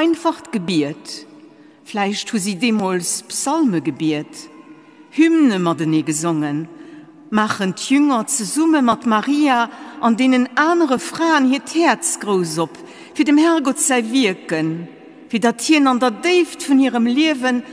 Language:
Luxembourgish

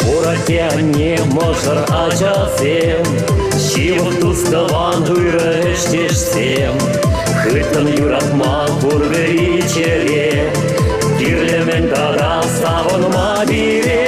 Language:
Chuvash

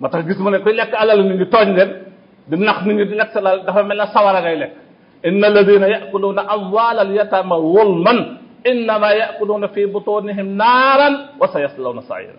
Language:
Wolof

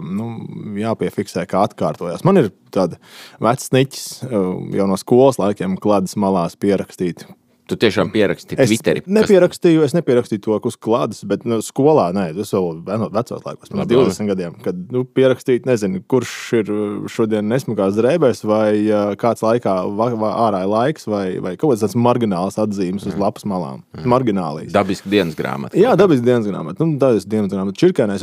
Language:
Latvian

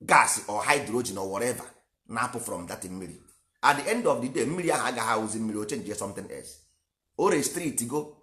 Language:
Igbo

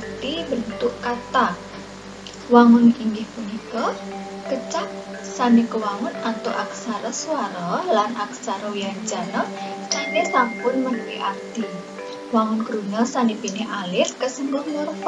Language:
Balinese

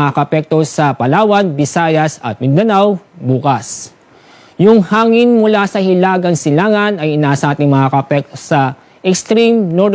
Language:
Filipino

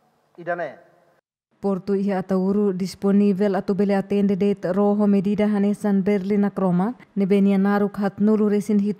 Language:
Tetum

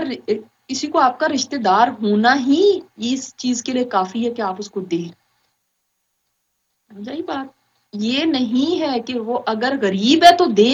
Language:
Urdu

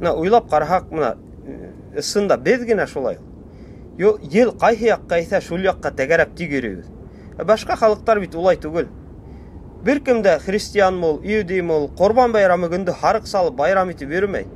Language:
Bashkir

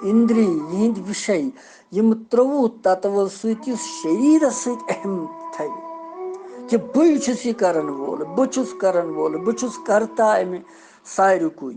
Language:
Kashmiri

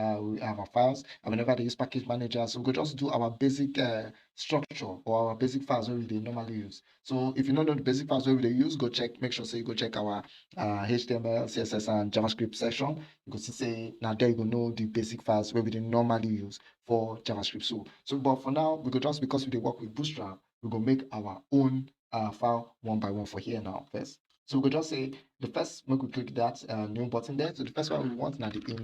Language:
Nigerian Pidgin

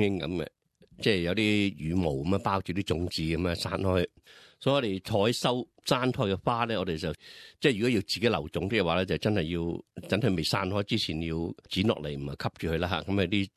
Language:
Cantonese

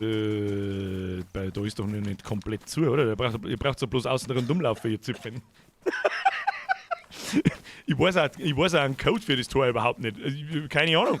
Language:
Bavarian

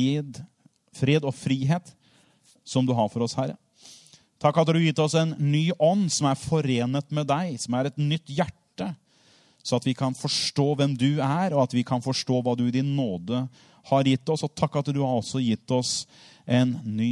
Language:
Norwegian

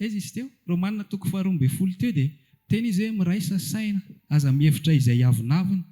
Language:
Malagasy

